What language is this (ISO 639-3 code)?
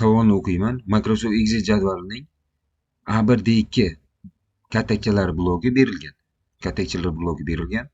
uzb